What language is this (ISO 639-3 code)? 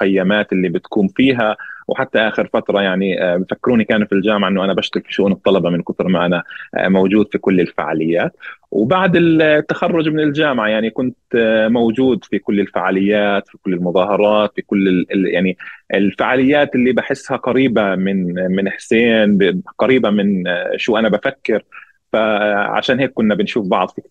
apc